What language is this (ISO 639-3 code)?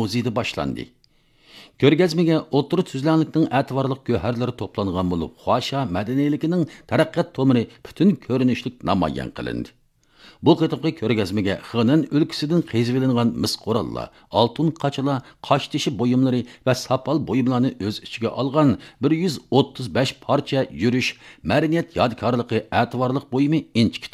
uig